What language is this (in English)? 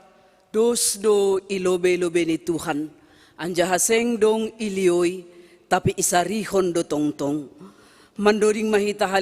Batak Simalungun